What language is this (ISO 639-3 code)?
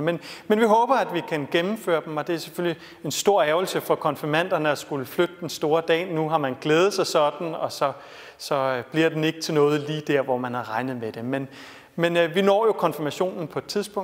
dan